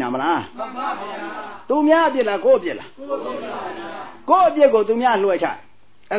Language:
Burmese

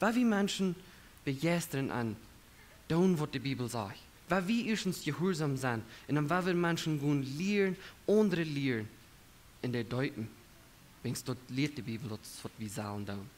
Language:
Plautdietsch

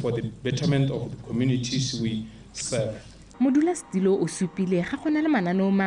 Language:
Tswana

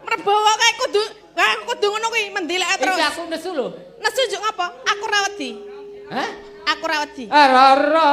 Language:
Javanese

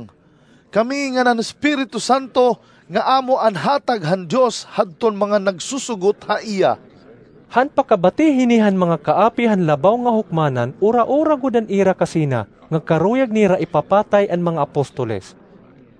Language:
Waray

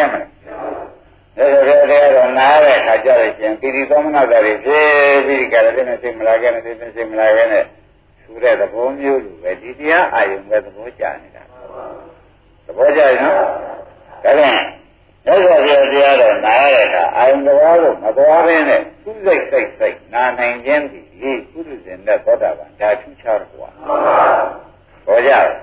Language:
Burmese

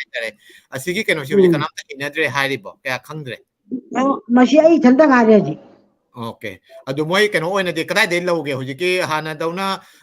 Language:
Manipuri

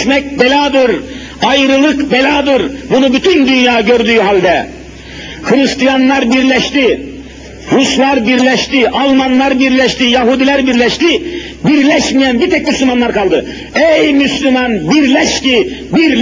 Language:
Turkish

